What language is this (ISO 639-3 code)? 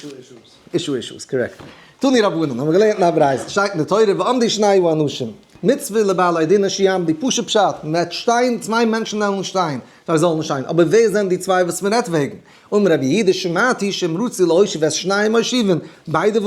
yid